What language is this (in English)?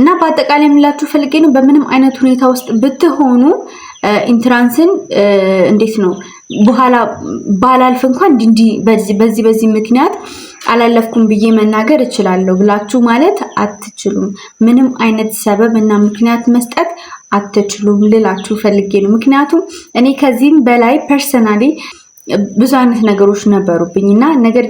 Amharic